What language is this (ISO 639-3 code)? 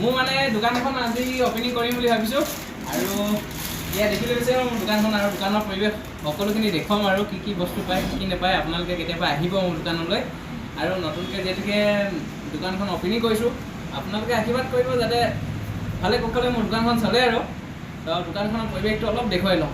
asm